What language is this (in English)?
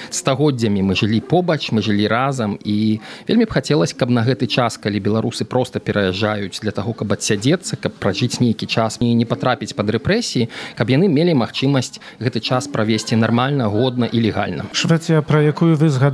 Belarusian